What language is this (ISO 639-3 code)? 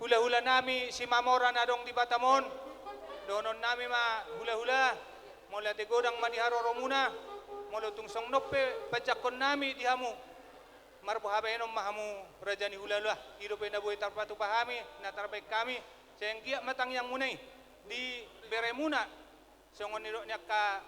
bbc